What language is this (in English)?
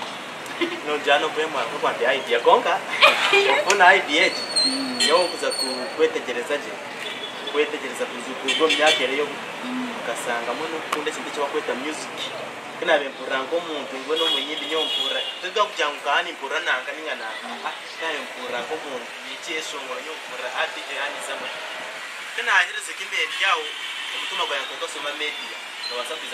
Kinyarwanda